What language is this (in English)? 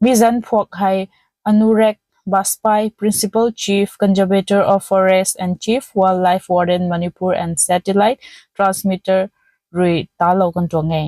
Rongmei Naga